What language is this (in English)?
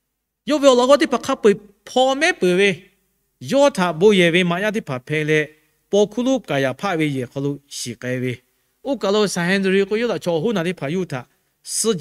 Lahu